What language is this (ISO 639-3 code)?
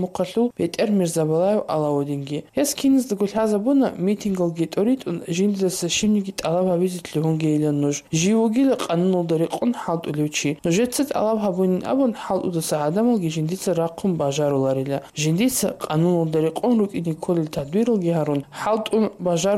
ava